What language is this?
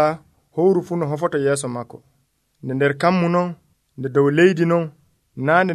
Nigerian Fulfulde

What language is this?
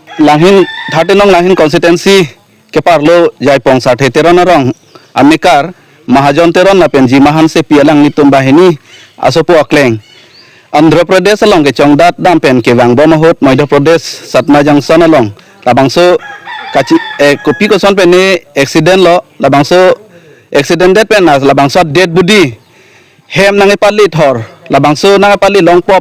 Karbi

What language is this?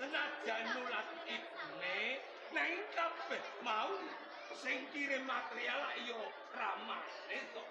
Javanese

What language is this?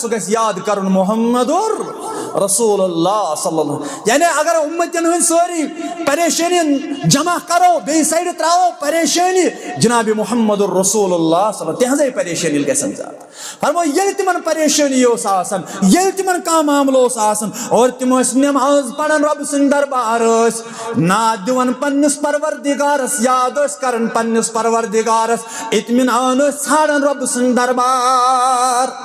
Kashmiri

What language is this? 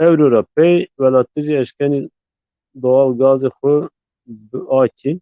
Zaza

